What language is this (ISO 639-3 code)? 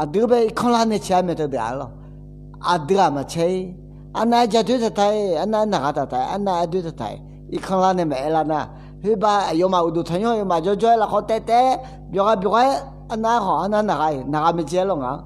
ahk